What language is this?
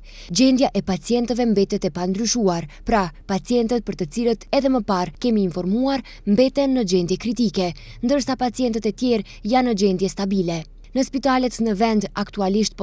Albanian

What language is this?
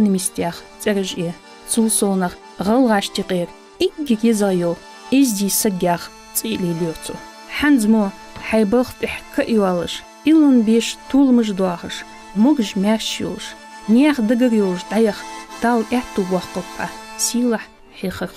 Ingush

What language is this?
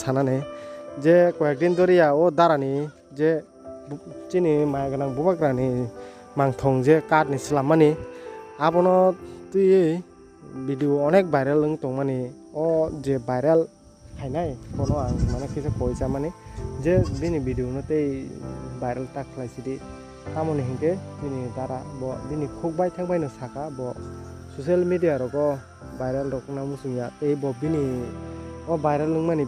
Kok Borok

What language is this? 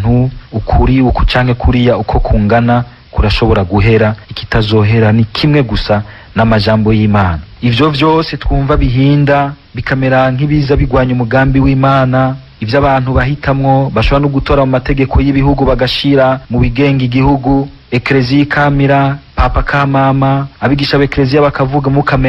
Rundi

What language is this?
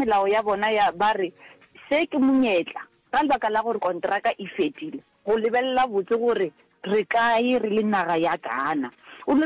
Northern Sotho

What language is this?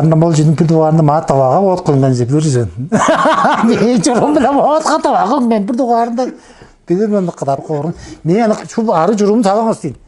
Tuvinian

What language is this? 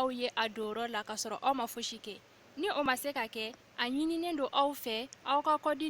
Bambara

